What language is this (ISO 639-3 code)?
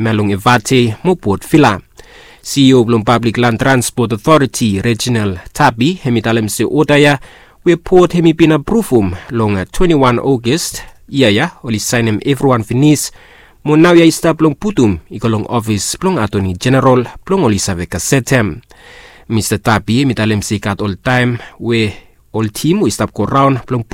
bis